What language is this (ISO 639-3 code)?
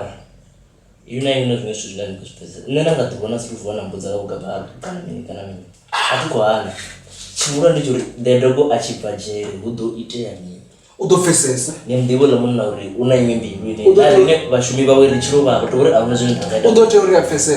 ven